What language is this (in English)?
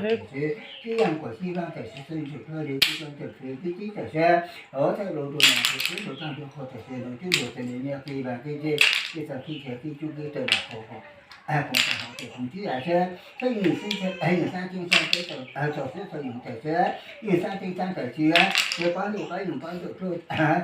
Hmong